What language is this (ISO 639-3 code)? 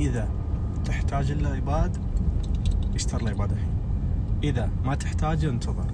ars